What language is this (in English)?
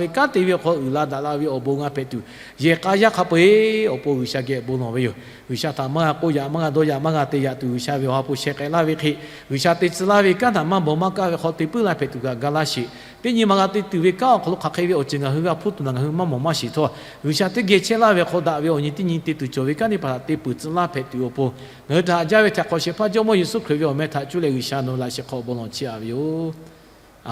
Lahu